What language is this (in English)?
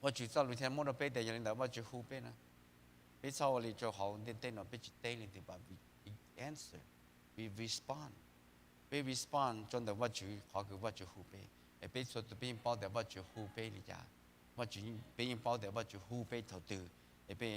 Hmong